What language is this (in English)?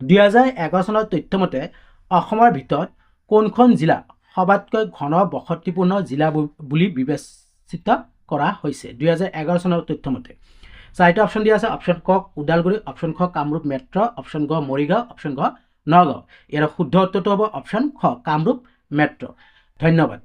Assamese